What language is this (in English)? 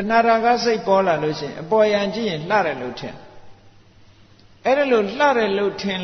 Burmese